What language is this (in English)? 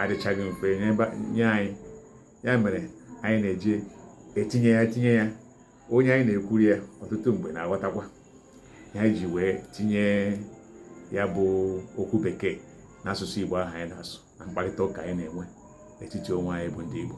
Igbo